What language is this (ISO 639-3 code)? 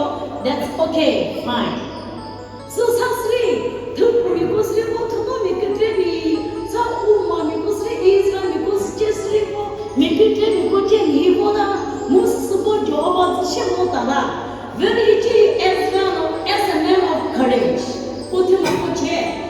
nri